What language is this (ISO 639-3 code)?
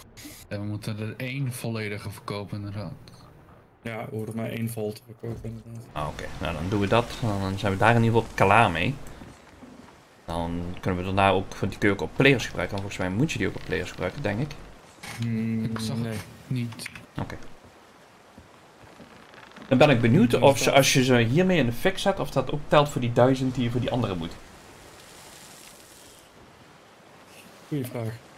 nld